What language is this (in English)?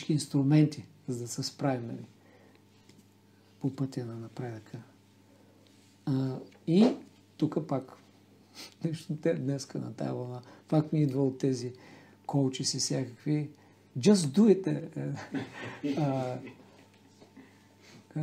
Bulgarian